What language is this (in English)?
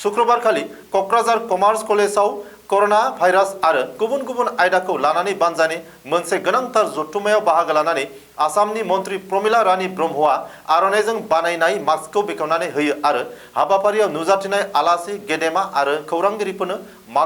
Bodo